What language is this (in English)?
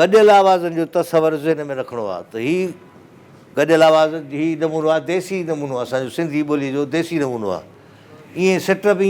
Sindhi